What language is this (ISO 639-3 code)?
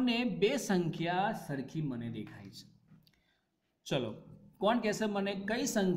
guj